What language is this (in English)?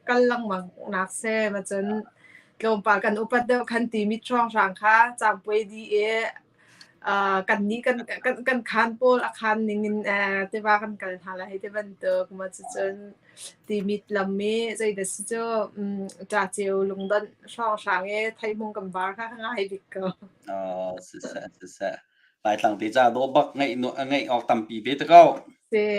Hakha Chin